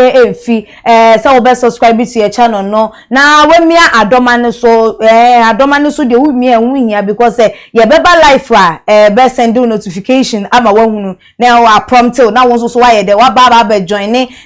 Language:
Akan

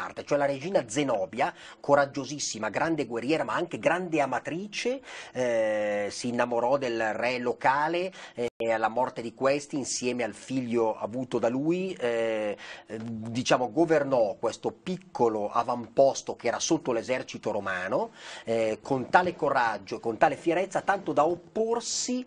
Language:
Italian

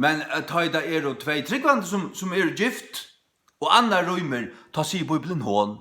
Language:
Faroese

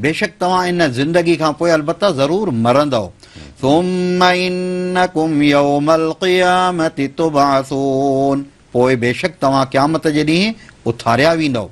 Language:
Sindhi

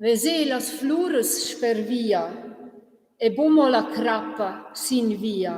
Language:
Romansh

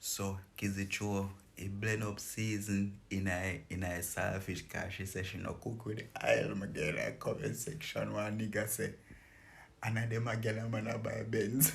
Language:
Jamaican Creole English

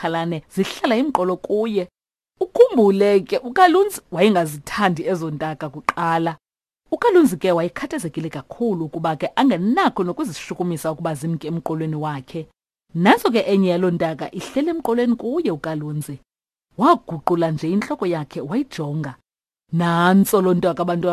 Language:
Xhosa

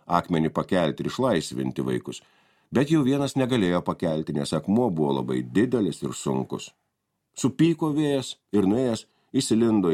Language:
Lithuanian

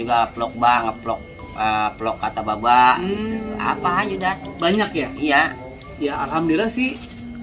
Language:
Betawi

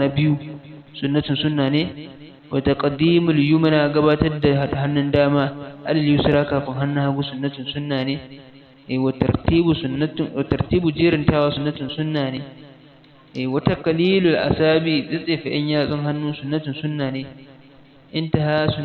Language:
Hausa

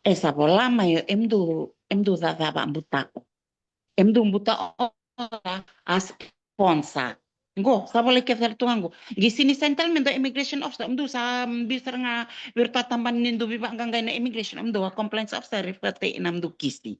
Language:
Fijian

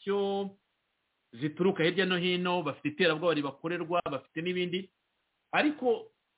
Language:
Kinyarwanda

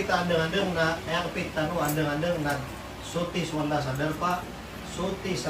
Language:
Maranao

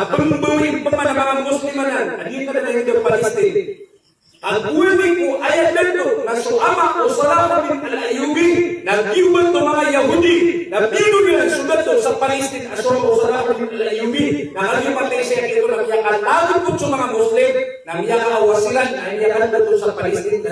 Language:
Maranao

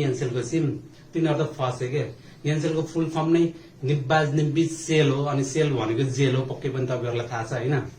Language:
Nepali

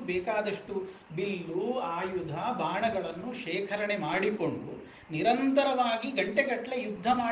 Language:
Kannada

